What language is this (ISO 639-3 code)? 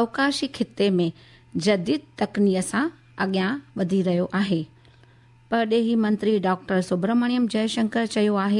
snd